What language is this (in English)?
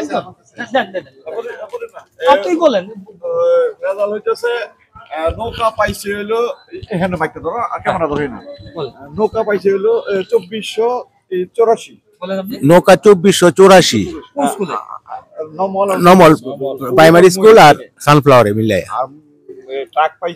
Bangla